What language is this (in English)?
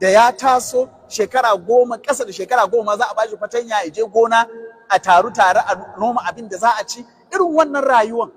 Hausa